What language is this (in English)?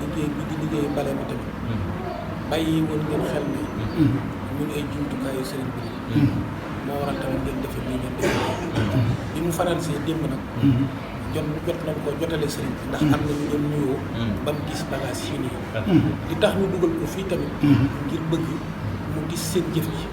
Wolof